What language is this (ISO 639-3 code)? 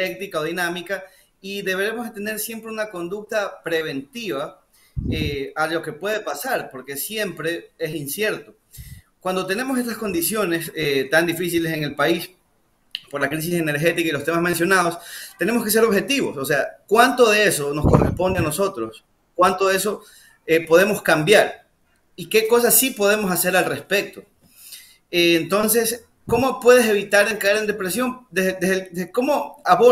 spa